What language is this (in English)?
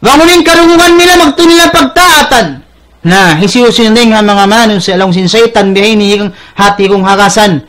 Tausug